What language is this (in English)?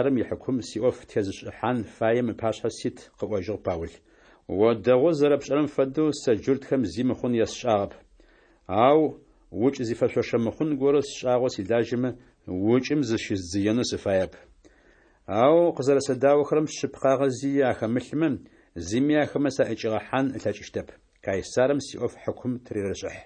Adyghe